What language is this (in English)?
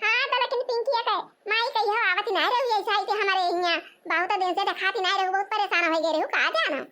Awadhi